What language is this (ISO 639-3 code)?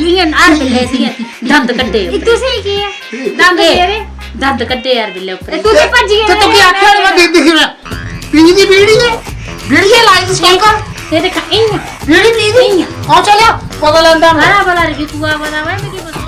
doi